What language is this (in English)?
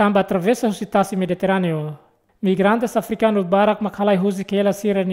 Tetum